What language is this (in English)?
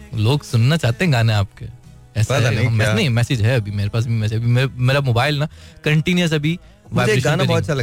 Hindi